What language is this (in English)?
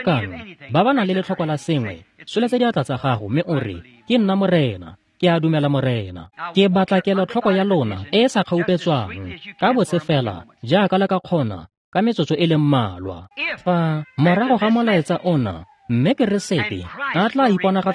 Tswana